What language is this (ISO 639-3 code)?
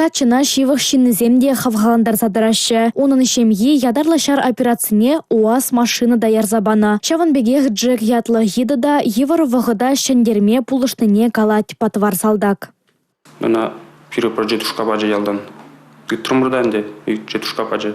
chv